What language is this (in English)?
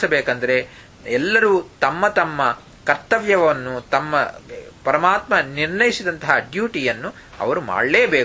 Kannada